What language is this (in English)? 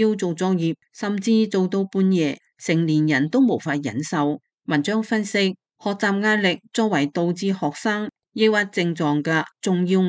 Cantonese